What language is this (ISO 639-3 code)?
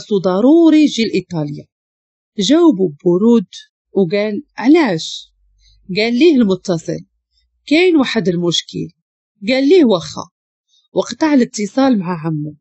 ary